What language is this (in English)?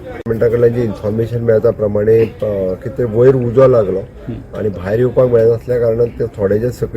Konkani